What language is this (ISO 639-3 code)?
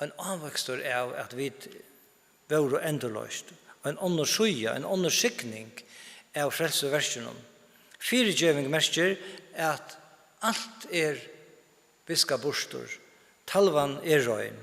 fao